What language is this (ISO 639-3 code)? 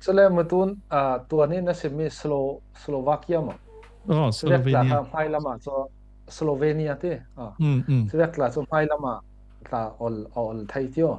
cfm